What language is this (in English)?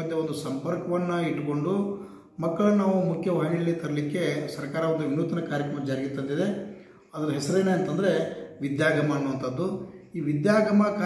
Kannada